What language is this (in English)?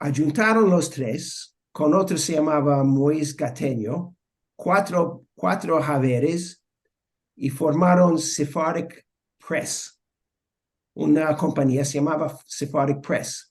Ladino